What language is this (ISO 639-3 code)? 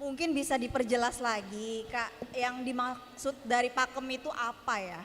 bjn